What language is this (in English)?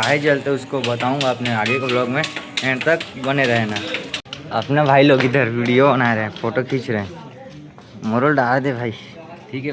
Chhattisgarhi